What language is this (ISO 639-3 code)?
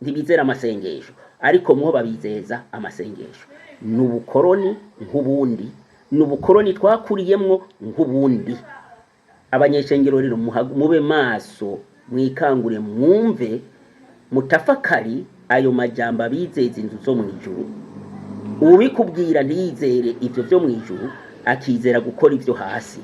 run